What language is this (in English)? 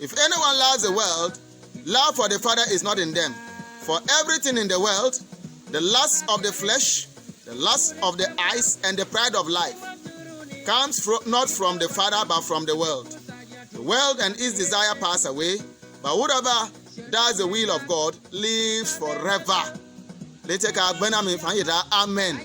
Bimoba